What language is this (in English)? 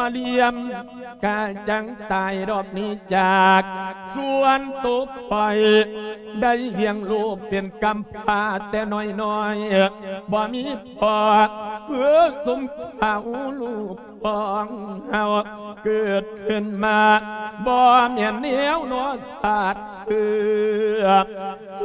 Lao